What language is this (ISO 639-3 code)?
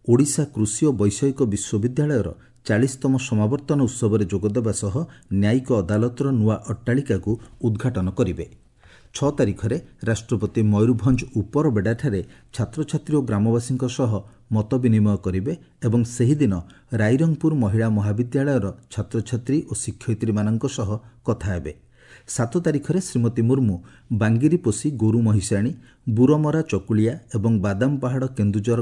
ori